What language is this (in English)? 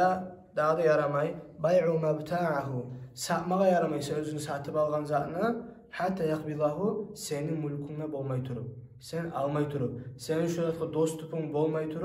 Kumyk